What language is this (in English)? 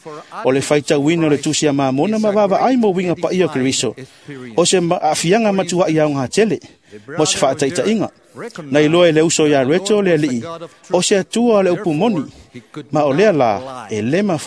Samoan